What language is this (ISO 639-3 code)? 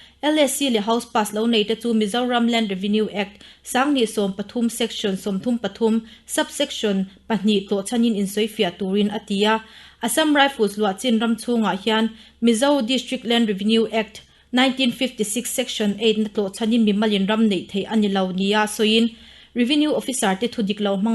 lus